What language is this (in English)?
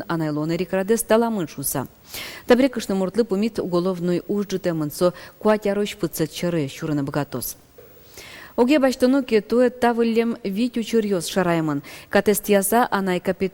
Udmurt